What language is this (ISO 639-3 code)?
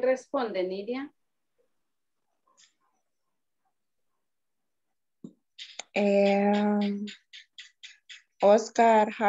spa